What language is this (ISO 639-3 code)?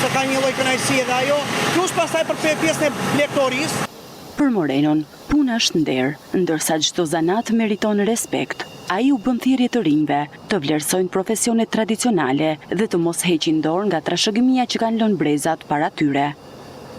sqi